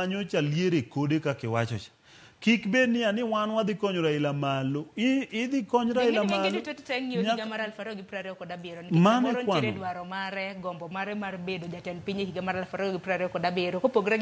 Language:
Luo (Kenya and Tanzania)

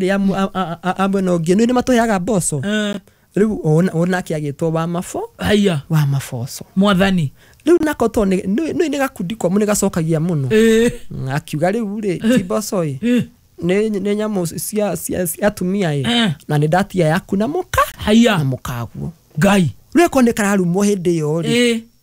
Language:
Kikuyu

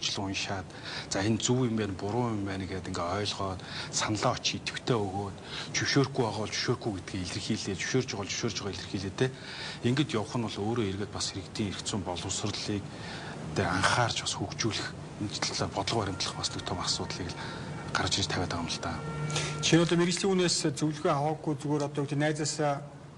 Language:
Mongolian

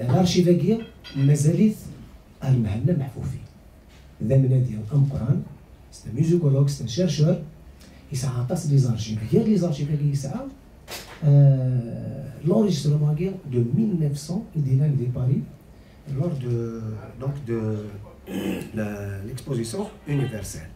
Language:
Kabyle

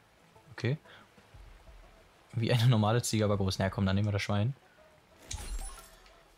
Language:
German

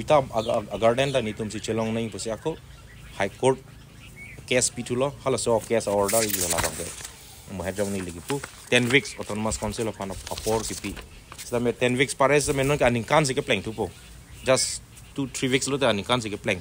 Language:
Karbi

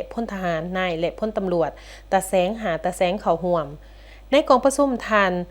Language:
Lao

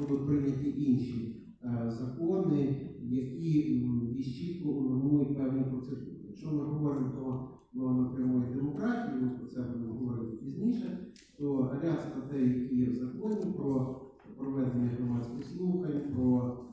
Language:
Ukrainian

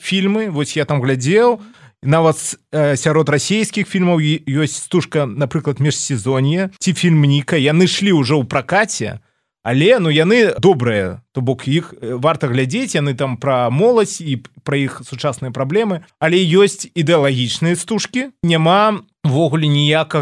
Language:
Belarusian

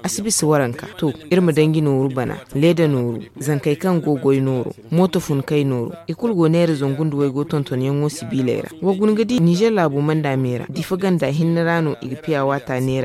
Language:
Zarma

